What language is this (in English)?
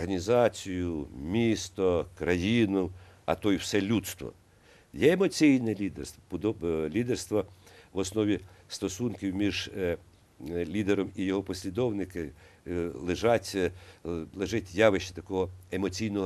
Ukrainian